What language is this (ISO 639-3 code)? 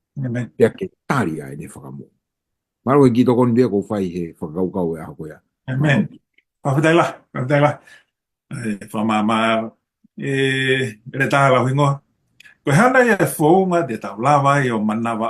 ton